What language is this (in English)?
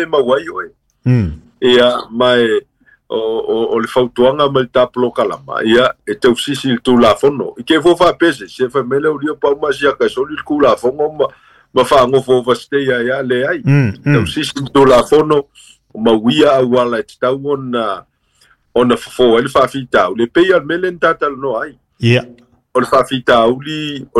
Samoan